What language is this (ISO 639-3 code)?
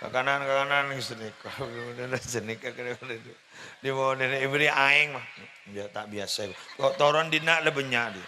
mad